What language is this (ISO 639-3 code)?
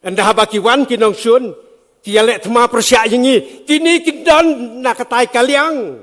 kha